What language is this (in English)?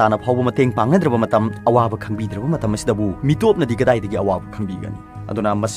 Manipuri